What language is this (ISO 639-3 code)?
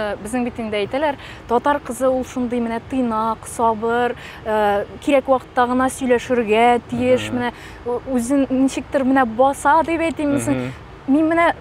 tat